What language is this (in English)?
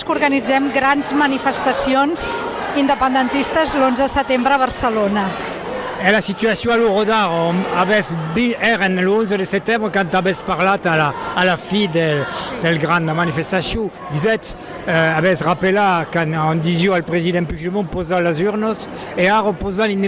Occitan